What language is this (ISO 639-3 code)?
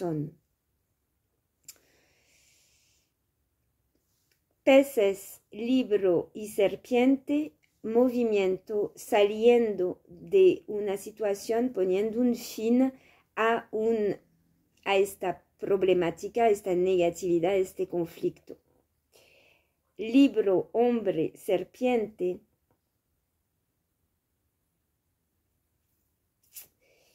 spa